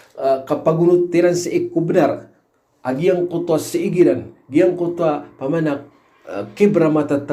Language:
Maranao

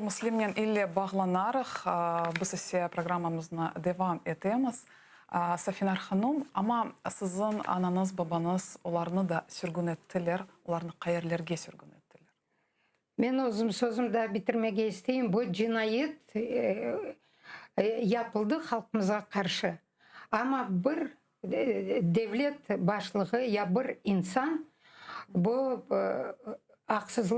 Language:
Crimean Tatar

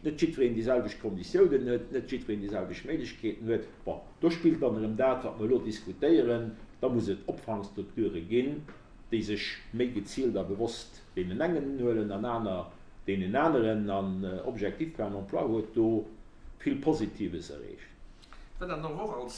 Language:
Luxembourgish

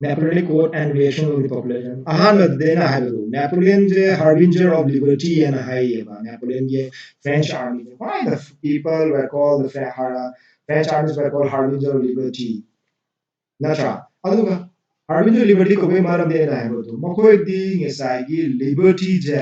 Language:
Manipuri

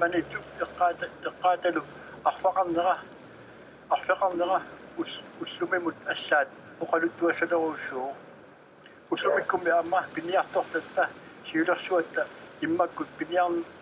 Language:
Kalaallisut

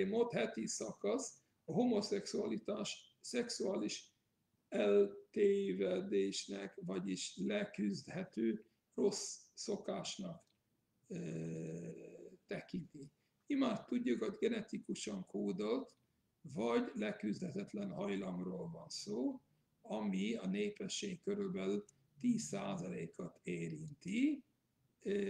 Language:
Hungarian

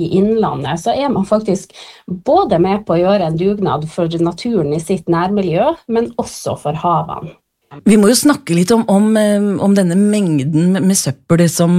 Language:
Norwegian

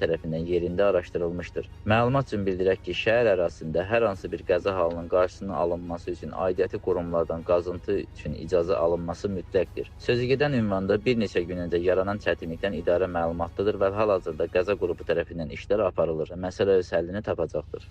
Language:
Azerbaijani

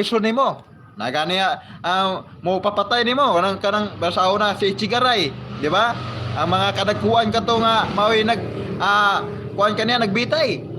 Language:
Cebuano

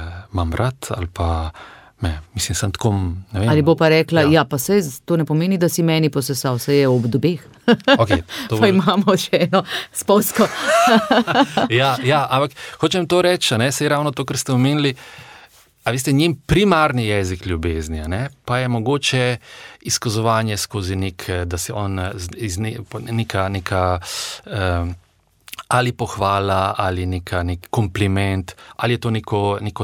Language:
Slovenian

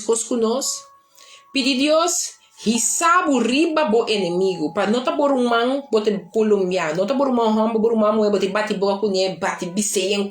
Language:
Papiamento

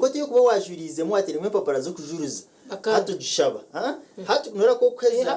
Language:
Nyankole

